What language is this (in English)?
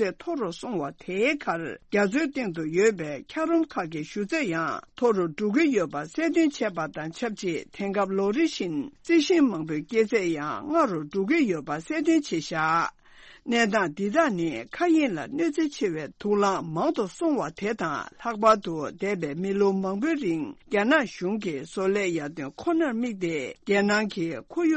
Tibetan